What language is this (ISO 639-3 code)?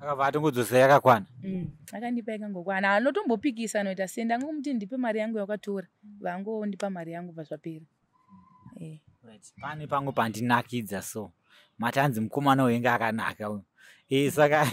sna